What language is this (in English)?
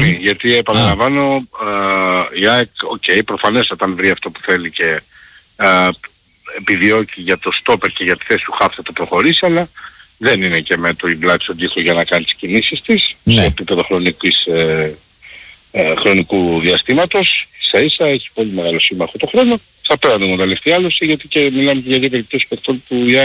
Greek